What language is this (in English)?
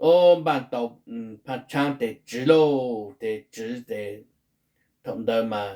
Hmong